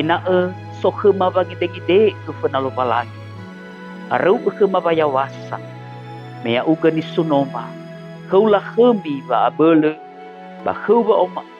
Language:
Nias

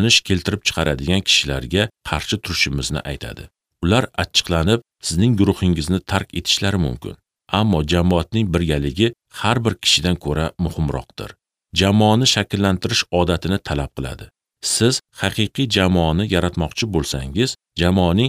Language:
Uzbek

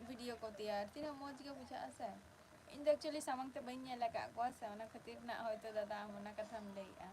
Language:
Santali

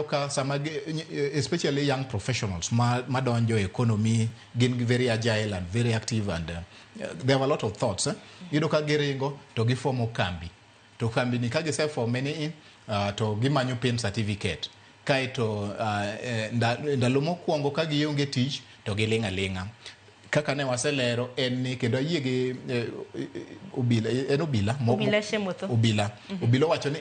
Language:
Luo (Kenya and Tanzania)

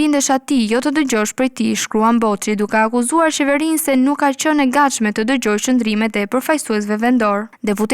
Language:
Albanian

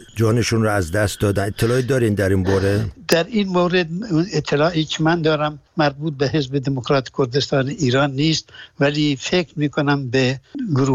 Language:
Persian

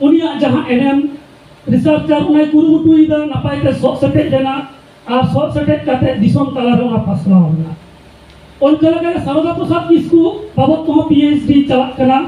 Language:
Santali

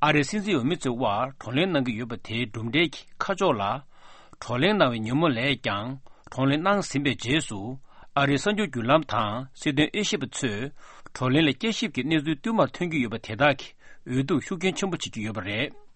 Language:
Tibetan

